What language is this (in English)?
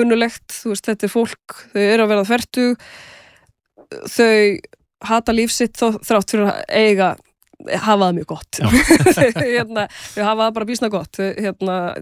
Icelandic